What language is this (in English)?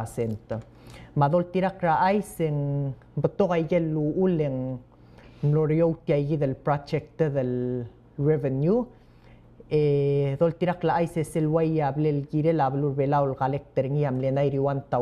Palauan